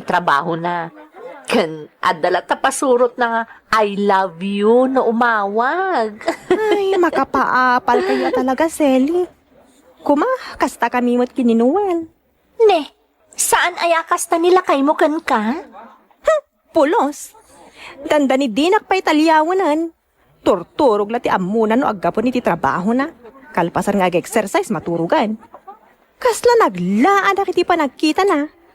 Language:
Iloko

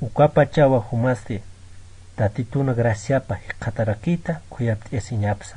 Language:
Aymara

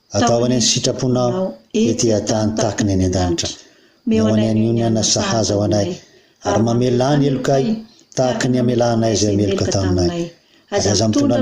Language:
Malagasy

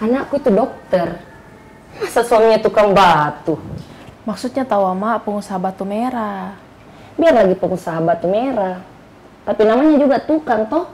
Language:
Makassar Malay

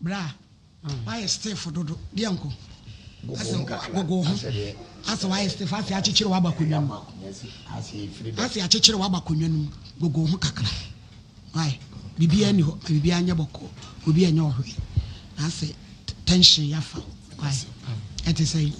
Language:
Akan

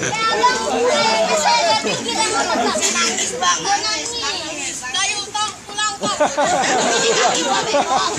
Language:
Betawi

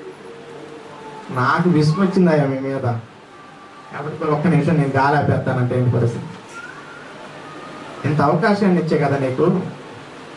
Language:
Telugu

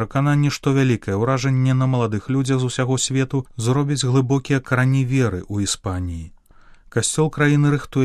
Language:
Belarusian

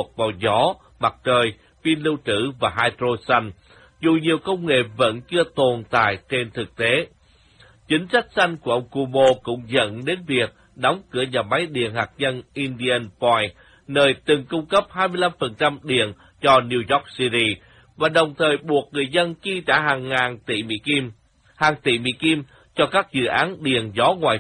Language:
Vietnamese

